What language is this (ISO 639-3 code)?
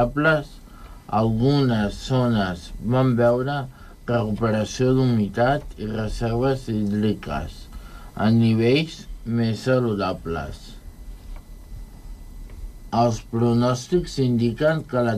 cat